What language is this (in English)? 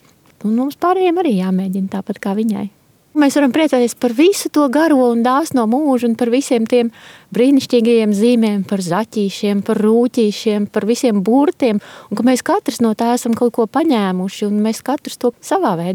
Latvian